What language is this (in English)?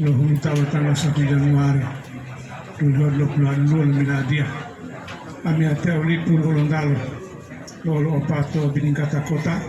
Gorontalo